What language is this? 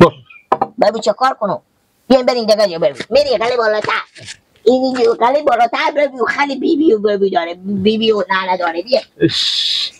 Persian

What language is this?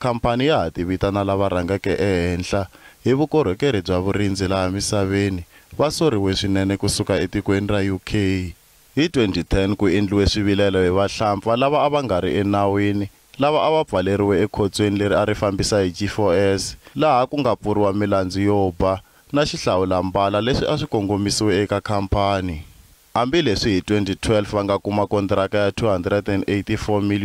Tsonga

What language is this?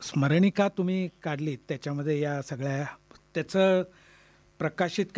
Marathi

